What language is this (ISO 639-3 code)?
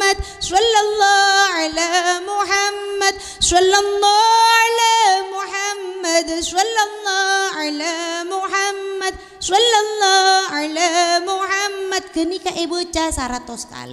mad